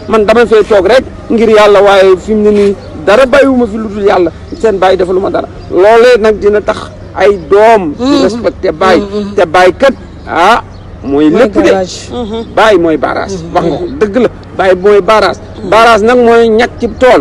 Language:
Wolof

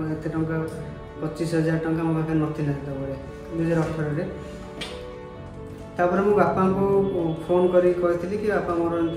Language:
Odia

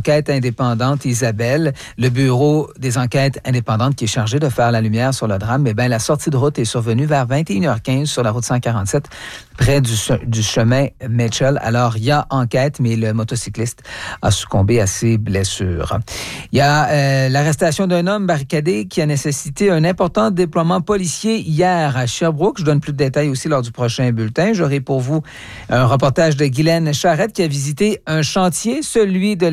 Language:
French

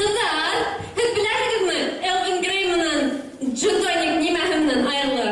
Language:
Bashkir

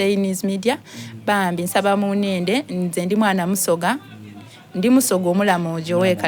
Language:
Soga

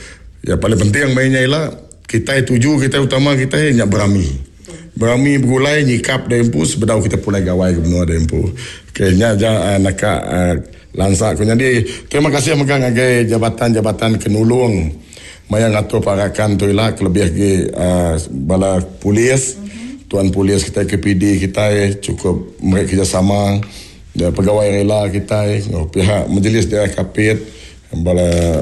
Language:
Iban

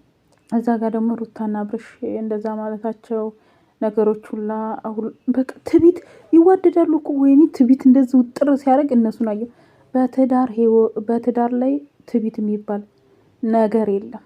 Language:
Amharic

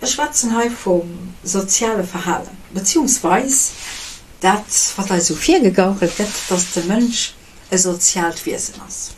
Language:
Luxembourgish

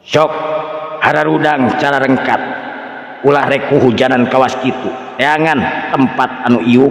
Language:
Sundanese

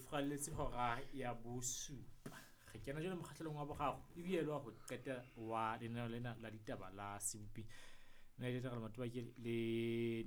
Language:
Southern Sotho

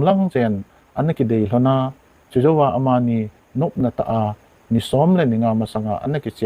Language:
Thado Chin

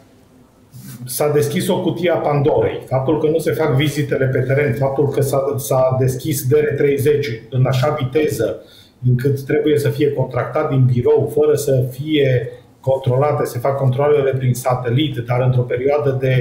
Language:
Romanian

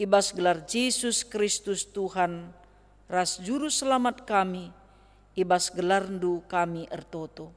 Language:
Batak Karo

